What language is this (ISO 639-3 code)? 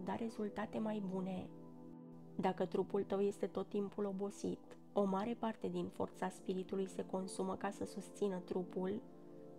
ron